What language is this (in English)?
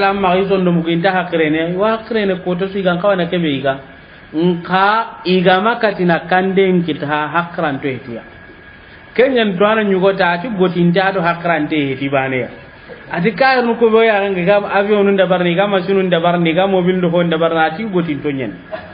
Soninke